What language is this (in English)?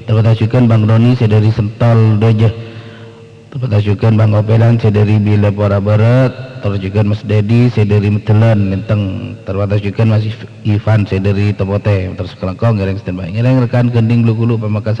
Madurese